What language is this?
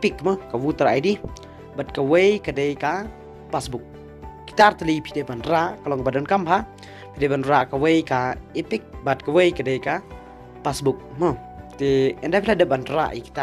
Khasi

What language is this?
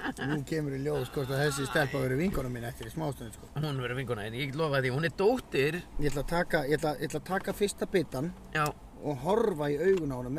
Icelandic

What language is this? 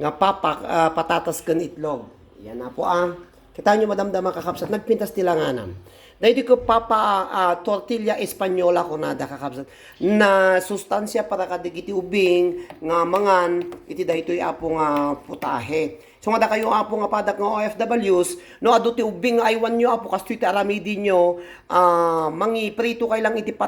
Iloko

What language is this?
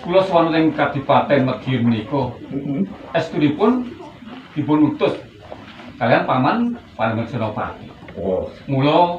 Javanese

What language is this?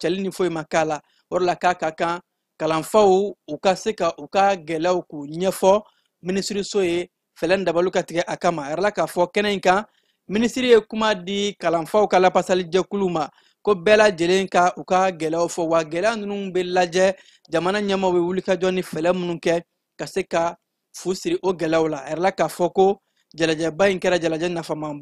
Bambara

